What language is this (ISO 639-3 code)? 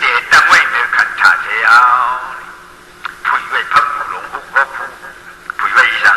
shn